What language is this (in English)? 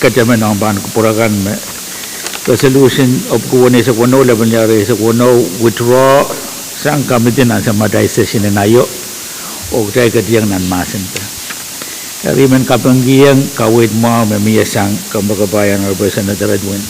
Pohnpeian